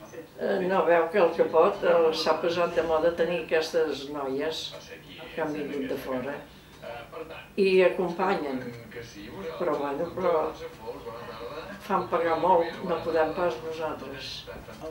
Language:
Catalan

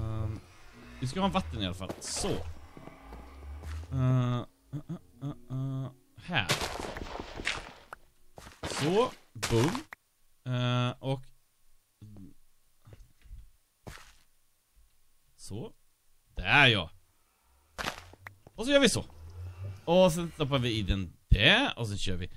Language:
Swedish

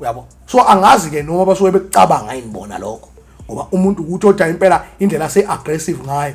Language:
Zulu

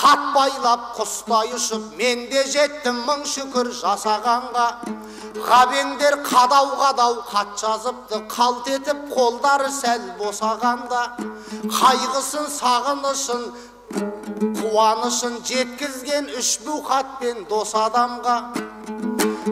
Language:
Kazakh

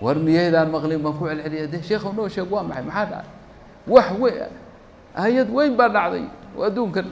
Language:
Somali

